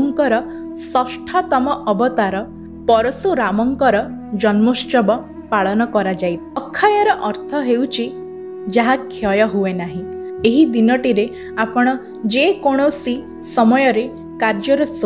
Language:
Odia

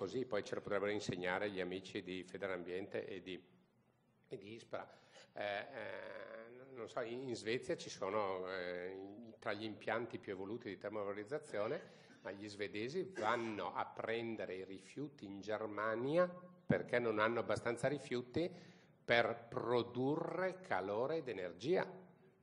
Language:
Italian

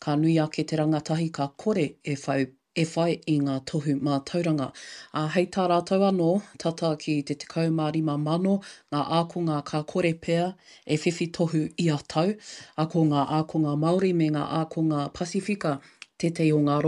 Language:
Māori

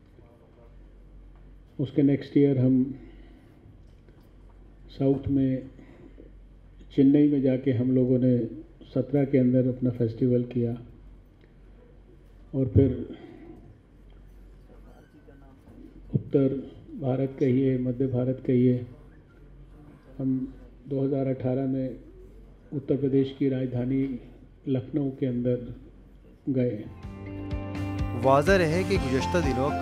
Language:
Hindi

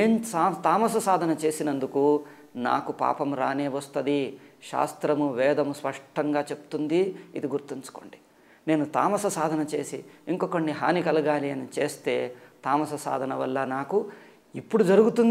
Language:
Telugu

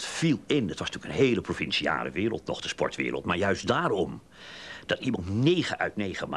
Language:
Dutch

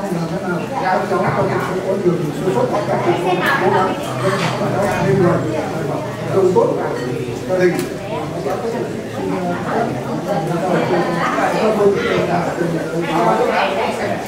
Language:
Vietnamese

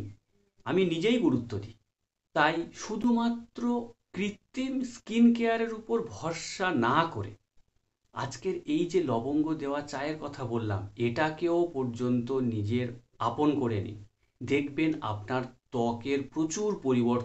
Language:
Bangla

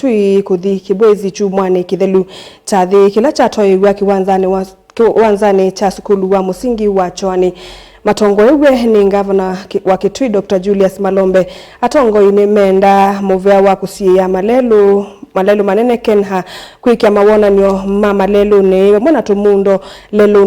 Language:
Kamba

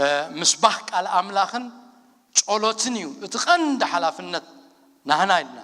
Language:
Tigrinya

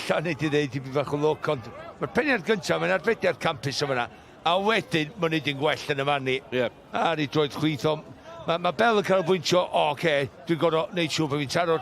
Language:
Welsh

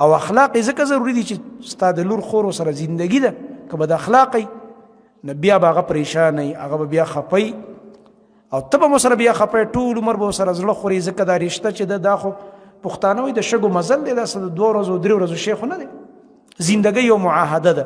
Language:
Pashto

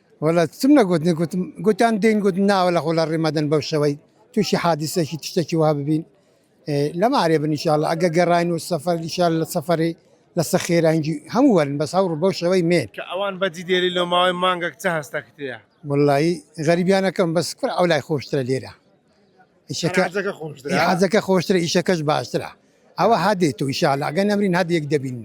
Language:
Central Kurdish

